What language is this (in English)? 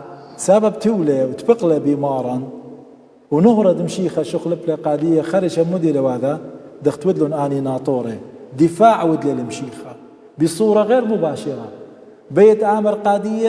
Assyrian Neo-Aramaic